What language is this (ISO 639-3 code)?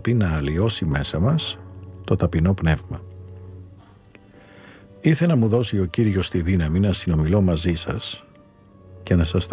ell